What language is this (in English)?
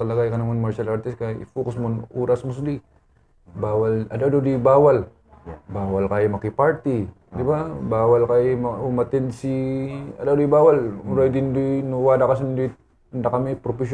Kankanaey